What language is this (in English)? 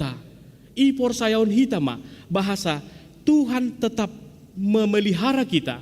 Batak Simalungun